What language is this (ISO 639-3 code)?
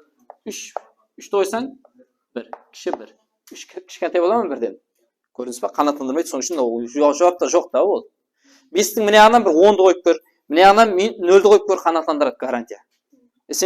kaa